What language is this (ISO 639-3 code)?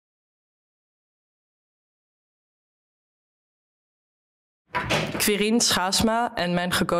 nld